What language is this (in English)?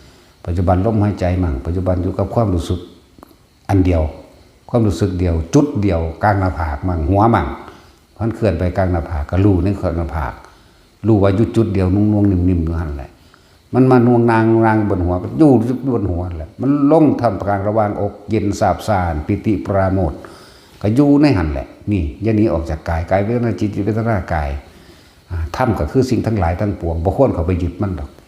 Northeastern Thai